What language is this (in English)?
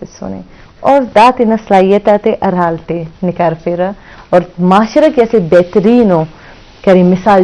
Eastern Balochi